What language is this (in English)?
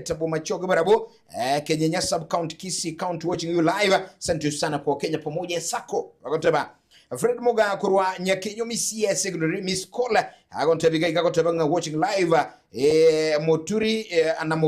Gusii